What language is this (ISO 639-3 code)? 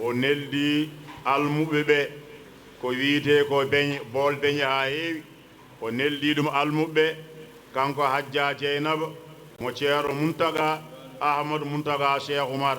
ful